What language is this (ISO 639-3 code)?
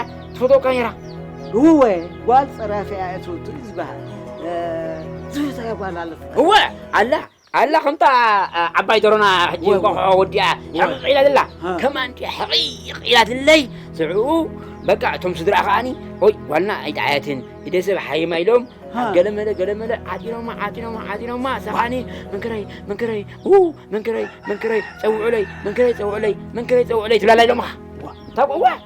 tir